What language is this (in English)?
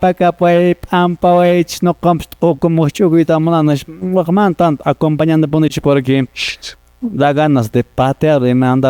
Quechua